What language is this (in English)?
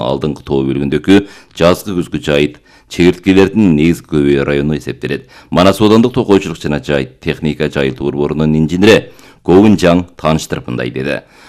Kyrgyz